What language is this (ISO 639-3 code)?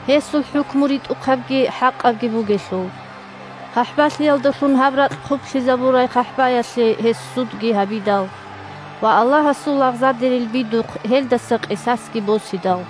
ava